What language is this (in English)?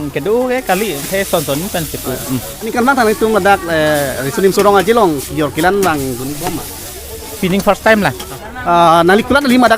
Karbi